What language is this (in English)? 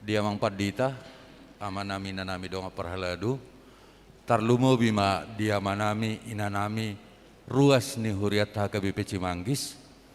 Batak Toba